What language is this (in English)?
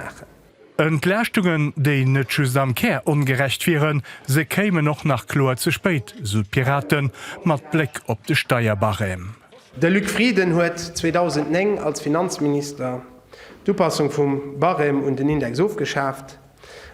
Luxembourgish